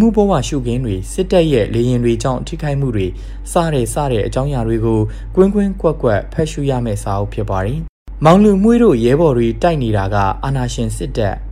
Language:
Burmese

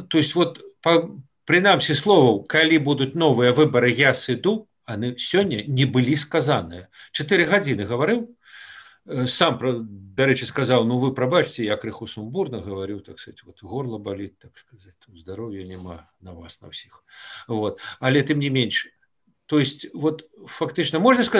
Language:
Belarusian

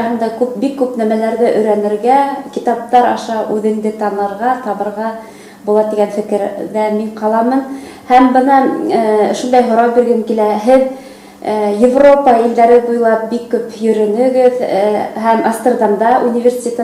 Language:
Bashkir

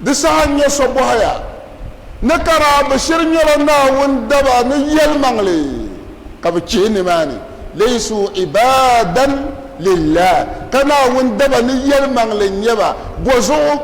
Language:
Dagbani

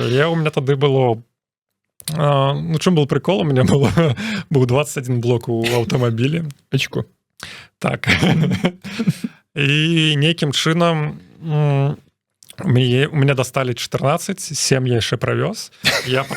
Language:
Belarusian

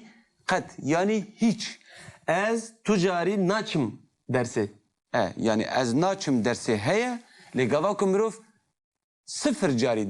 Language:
Kurdish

